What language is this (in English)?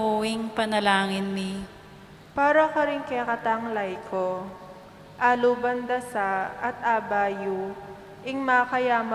Pampanga